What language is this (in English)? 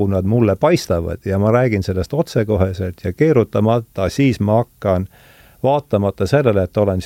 Estonian